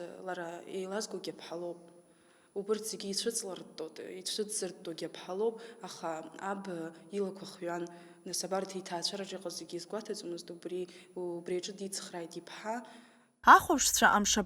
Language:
Abkhazian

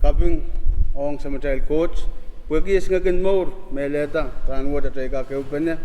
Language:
Pohnpeian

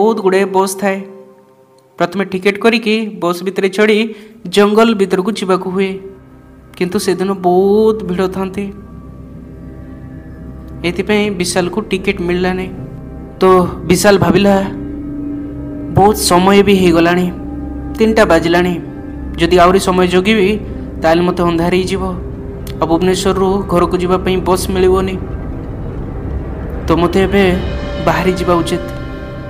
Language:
Odia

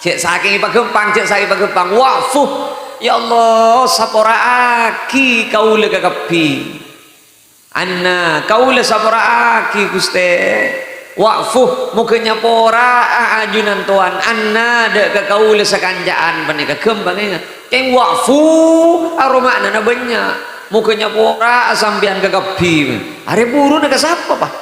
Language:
Madurese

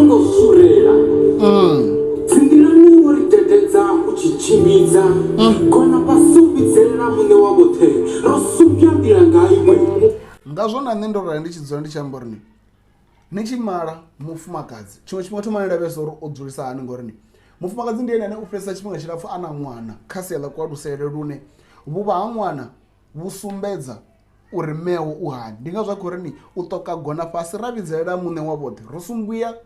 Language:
Venda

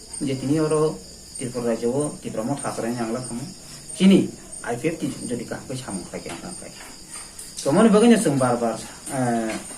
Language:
Kok Borok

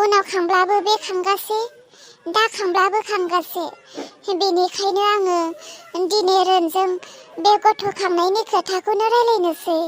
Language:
Bodo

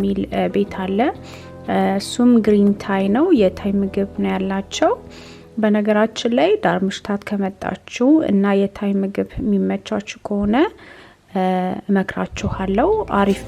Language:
Amharic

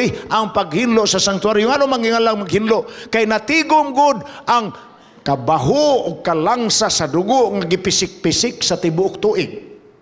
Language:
Cebuano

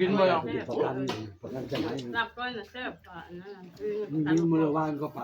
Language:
Northeastern Thai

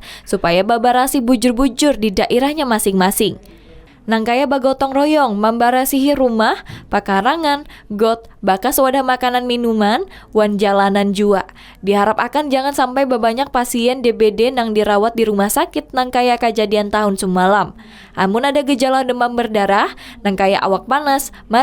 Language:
Banjar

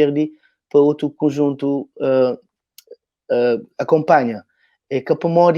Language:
Kabuverdianu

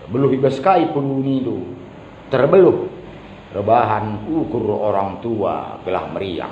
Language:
Batak Karo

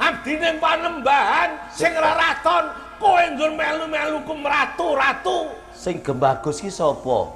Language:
Javanese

